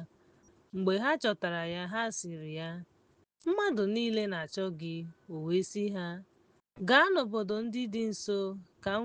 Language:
Igbo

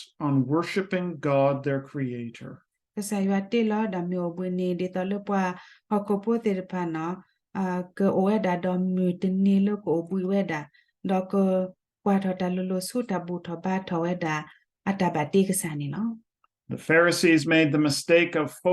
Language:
S'gaw Karen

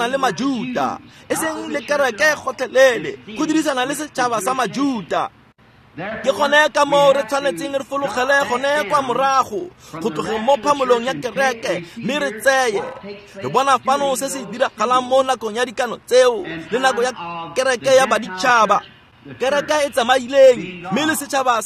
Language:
Tswana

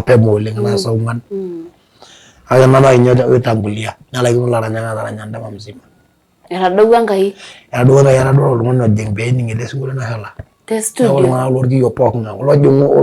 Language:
Masai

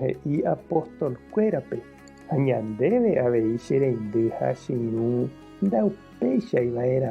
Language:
Guarani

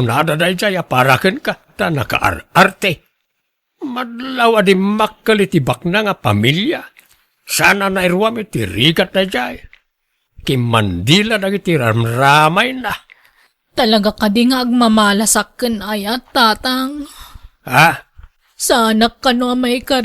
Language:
Iloko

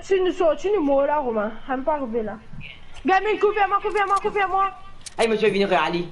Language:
Morisyen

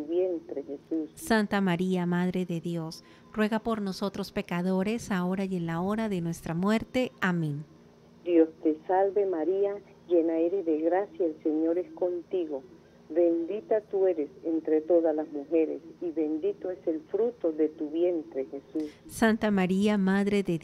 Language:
Spanish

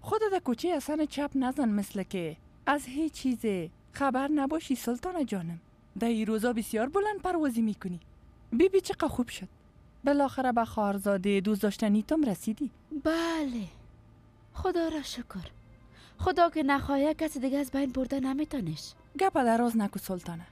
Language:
Persian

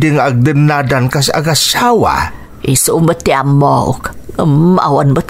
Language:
Iloko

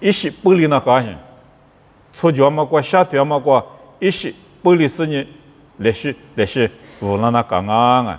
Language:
Lisu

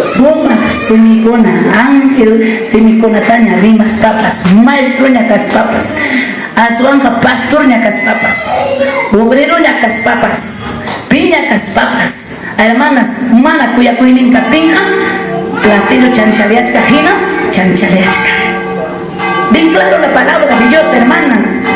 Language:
Ayacucho Quechua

